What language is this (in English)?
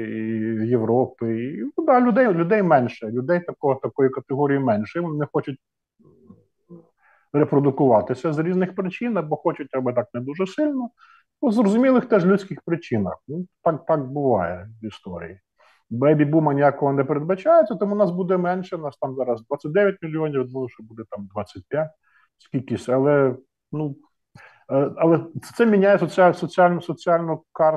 Ukrainian